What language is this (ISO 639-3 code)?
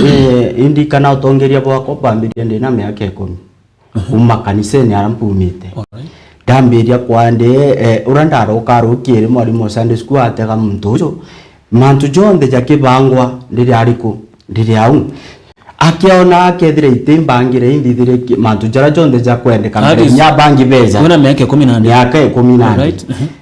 mer